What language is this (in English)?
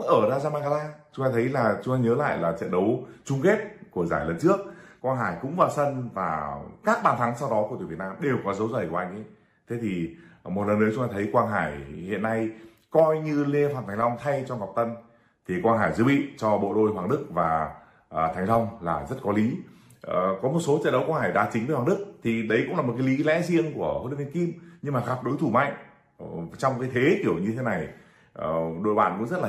Vietnamese